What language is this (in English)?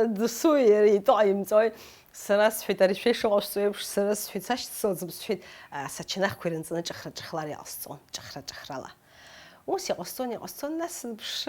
Abkhazian